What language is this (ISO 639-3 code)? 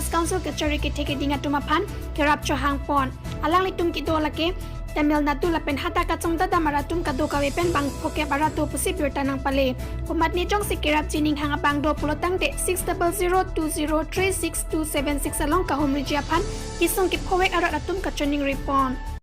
mjw